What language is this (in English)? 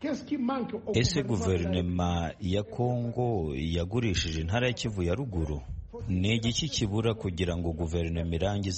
Kinyarwanda